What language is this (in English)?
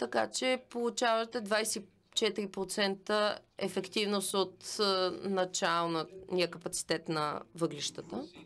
Bulgarian